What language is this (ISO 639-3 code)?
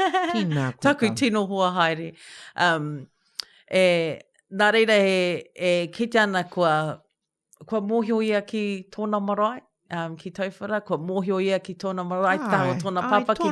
mri